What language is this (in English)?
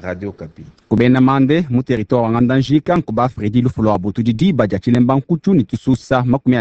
Luba-Lulua